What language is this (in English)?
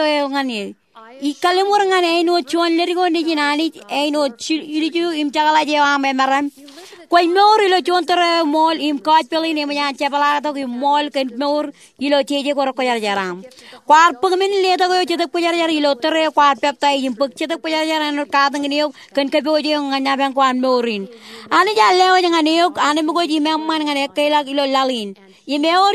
Marshallese